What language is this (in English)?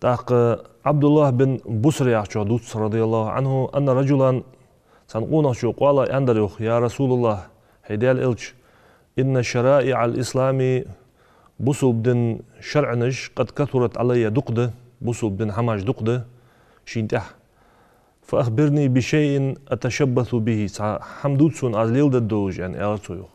Ingush